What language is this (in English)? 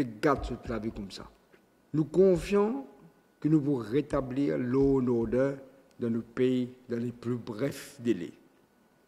Morisyen